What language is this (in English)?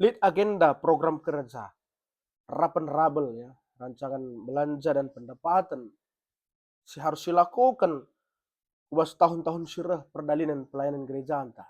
Batak Karo